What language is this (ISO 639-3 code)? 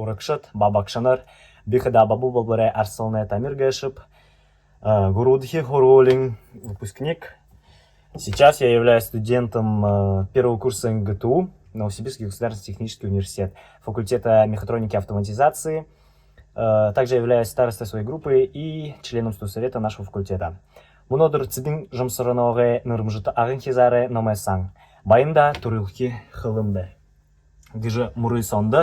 bua